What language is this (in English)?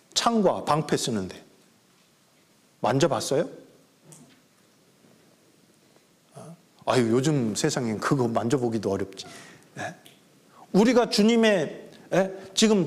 Korean